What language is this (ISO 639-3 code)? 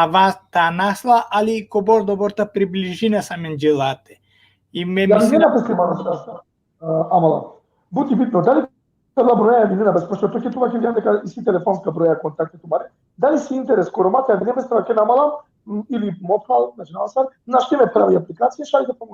rmn